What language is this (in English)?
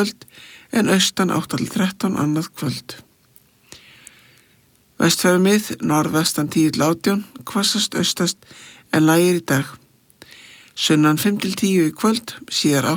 Icelandic